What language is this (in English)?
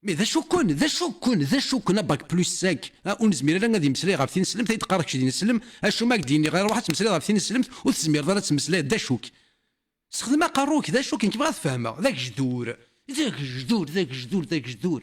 Kabyle